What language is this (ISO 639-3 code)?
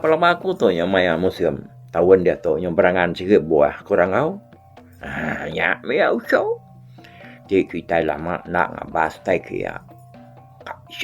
iba